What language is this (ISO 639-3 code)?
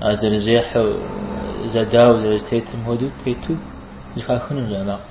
kbd